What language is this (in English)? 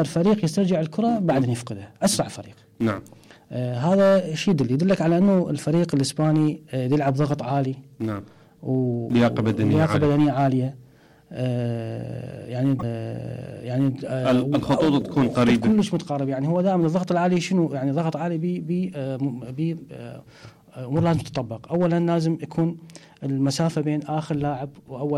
Mesopotamian Arabic